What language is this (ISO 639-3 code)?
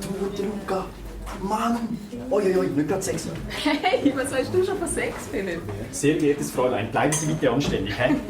gsw